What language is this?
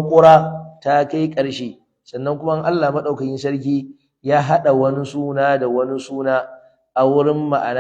Hausa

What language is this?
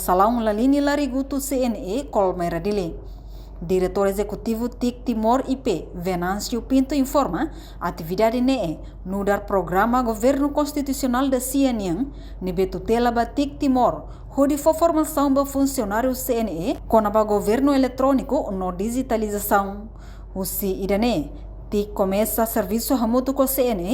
Tetum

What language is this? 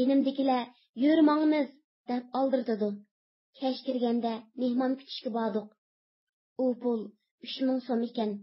Uyghur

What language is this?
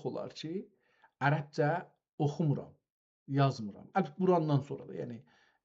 South Azerbaijani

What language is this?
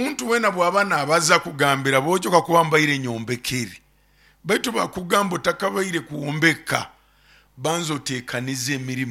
Nyoro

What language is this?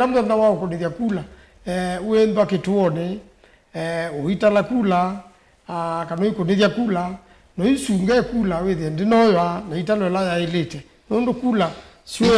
Kamba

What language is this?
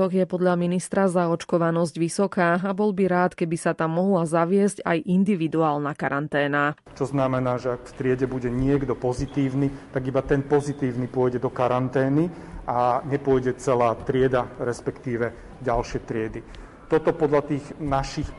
Slovak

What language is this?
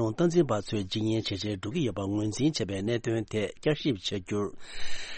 Tibetan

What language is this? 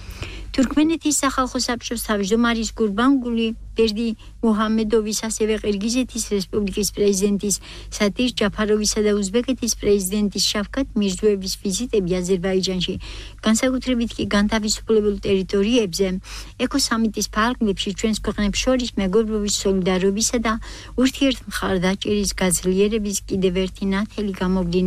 Georgian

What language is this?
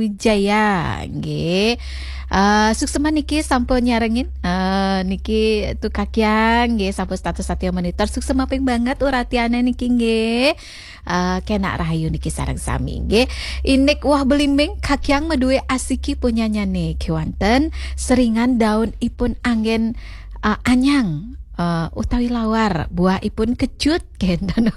Balinese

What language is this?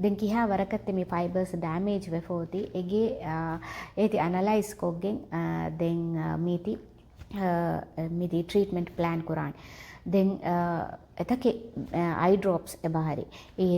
Divehi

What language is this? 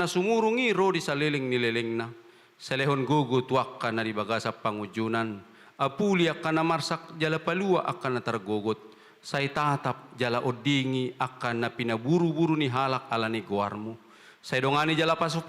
Batak Toba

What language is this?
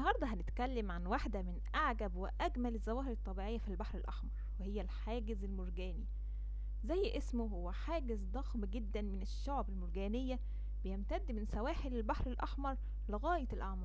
Egyptian Arabic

